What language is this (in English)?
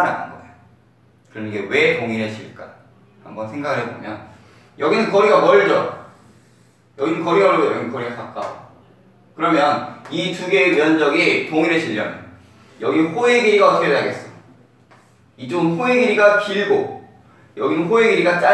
Korean